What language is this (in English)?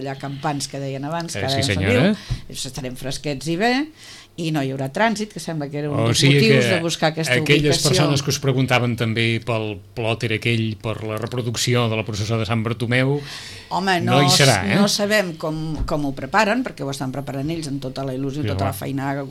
Catalan